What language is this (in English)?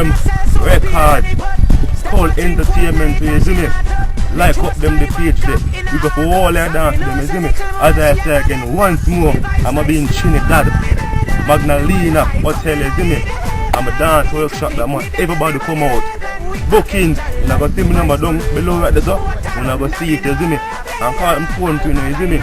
Jamaican Creole English